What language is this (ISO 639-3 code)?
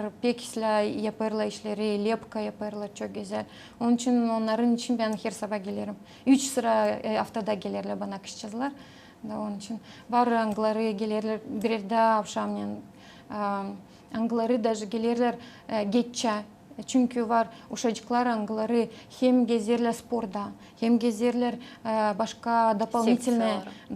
gag